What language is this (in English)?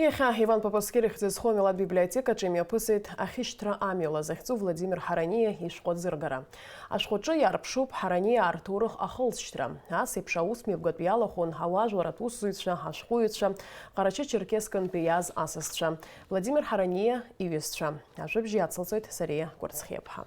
Abkhazian